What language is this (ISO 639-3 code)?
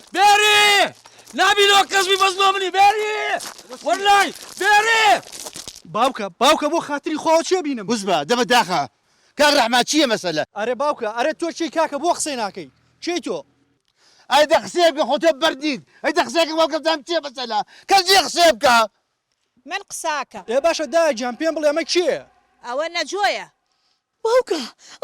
ckb